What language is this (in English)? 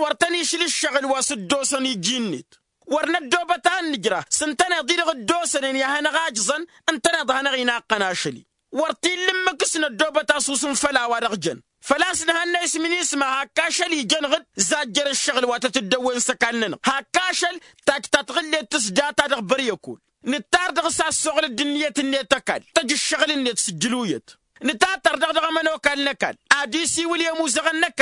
Tamasheq